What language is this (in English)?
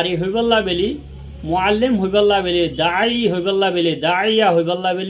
Rohingya